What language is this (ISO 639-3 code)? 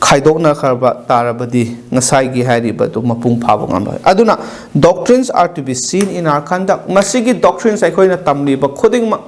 mni